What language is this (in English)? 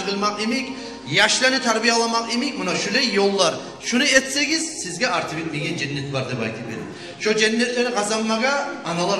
Kumyk